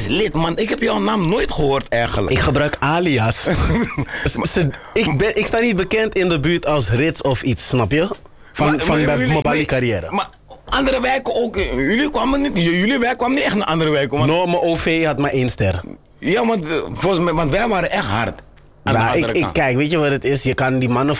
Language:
Dutch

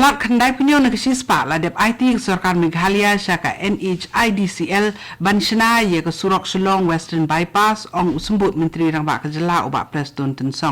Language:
Khasi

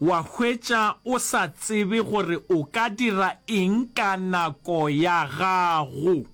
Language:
Northern Sotho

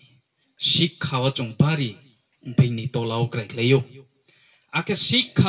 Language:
Riang (India)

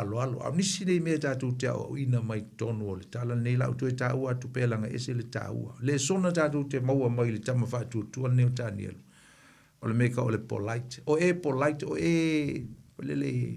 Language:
Samoan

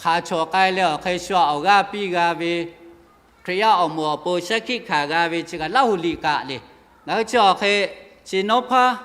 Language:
Lahu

